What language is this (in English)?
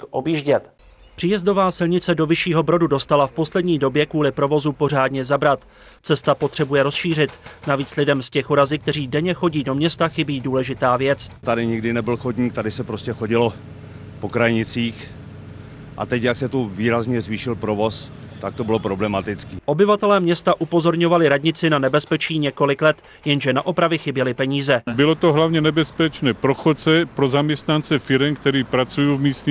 Czech